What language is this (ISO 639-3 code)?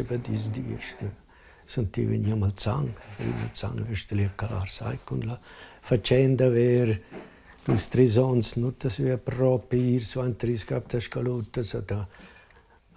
roh